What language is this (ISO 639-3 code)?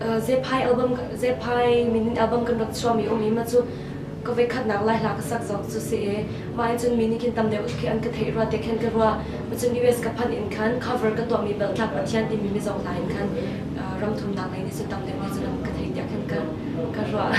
cnh